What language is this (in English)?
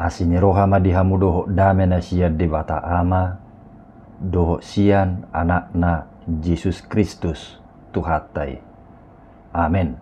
Batak Toba